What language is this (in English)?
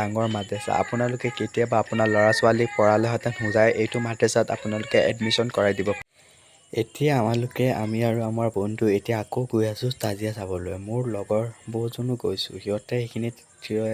Assamese